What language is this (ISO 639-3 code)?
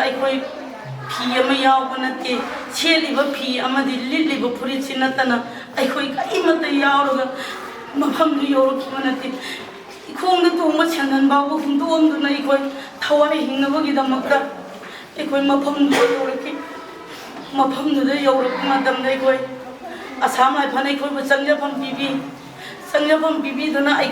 mni